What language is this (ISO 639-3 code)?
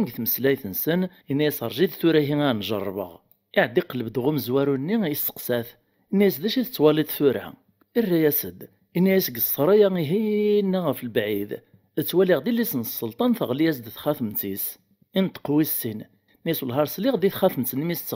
kab